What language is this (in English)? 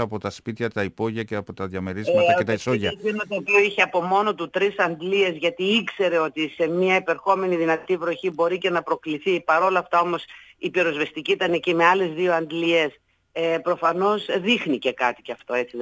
Greek